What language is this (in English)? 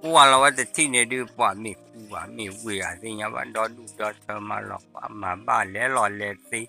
S'gaw Karen